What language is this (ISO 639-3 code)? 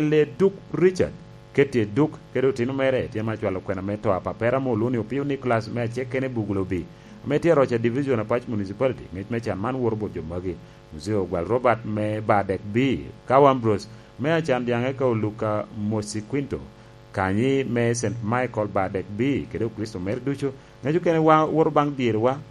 laj